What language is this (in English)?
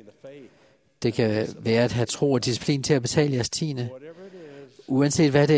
Danish